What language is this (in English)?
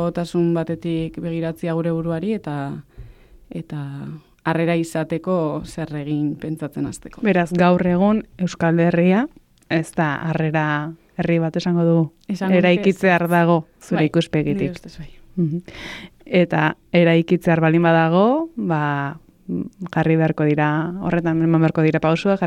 Basque